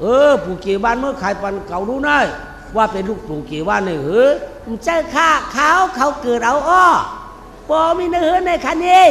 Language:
Shan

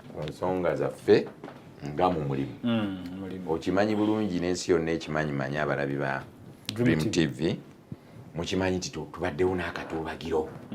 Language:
Ganda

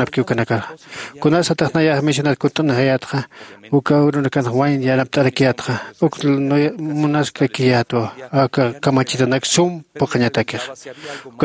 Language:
Aymara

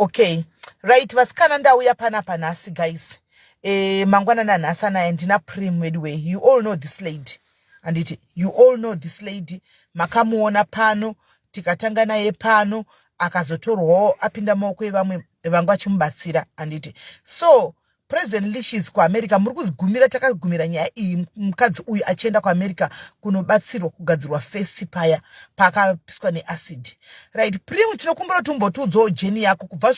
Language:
Shona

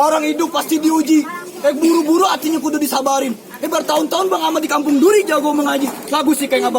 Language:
Betawi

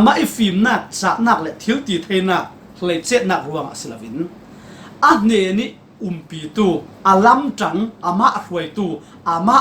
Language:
Falam Chin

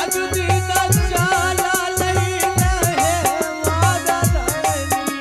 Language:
Angika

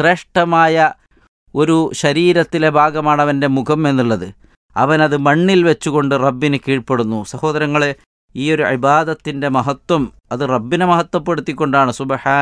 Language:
Malayalam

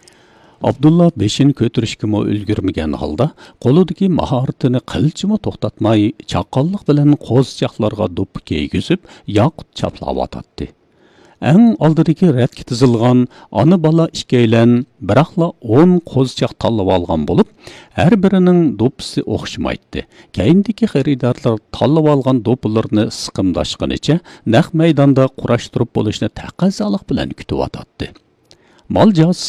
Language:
Uyghur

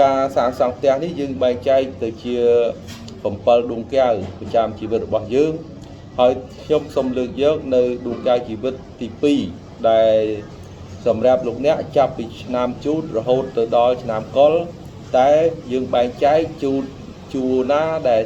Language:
Khmer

